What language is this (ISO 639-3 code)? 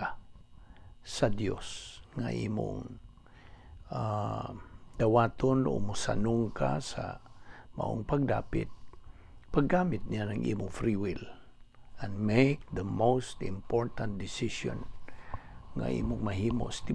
ceb